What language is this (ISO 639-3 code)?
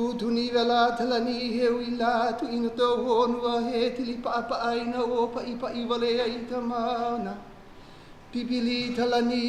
haw